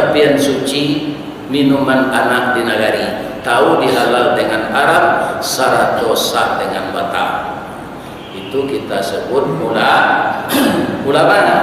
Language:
Minangkabau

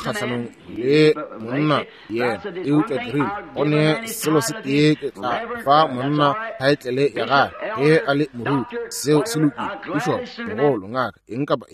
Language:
Northern Sotho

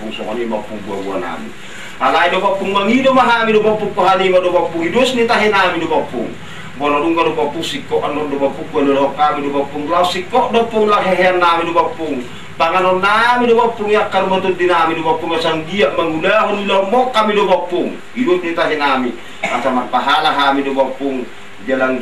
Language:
Batak Toba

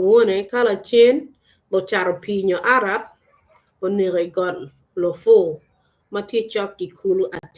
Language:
Acoli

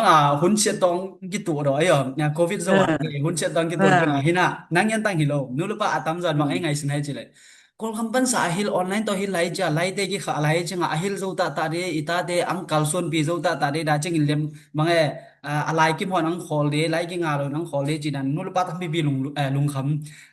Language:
Tedim Chin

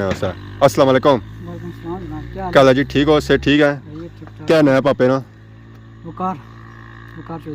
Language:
Pahari-Potwari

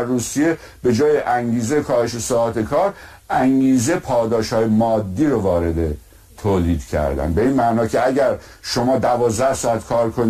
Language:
Persian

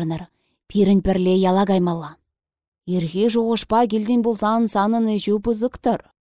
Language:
Chuvash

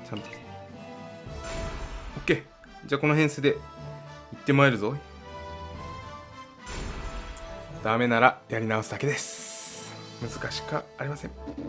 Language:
Japanese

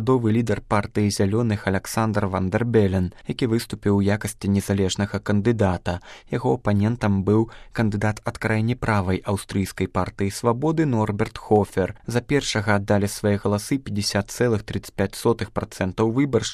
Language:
Belarusian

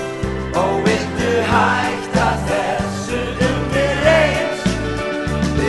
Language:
Icelandic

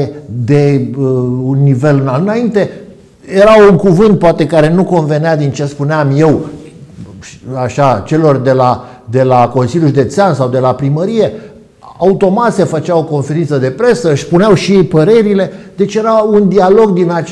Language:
Romanian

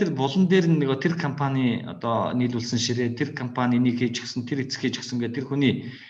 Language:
Mongolian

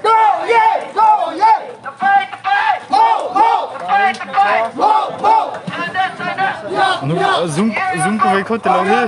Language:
Hakha Chin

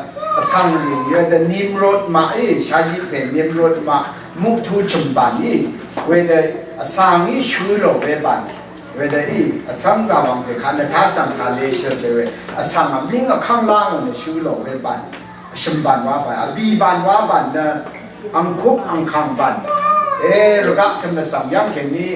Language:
Rawang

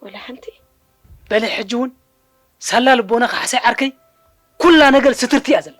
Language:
Tigrinya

